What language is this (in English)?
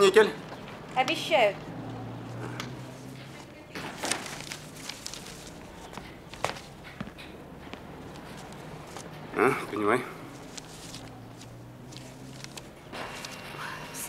Russian